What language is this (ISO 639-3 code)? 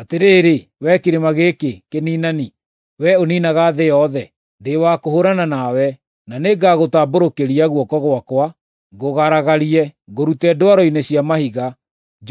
kik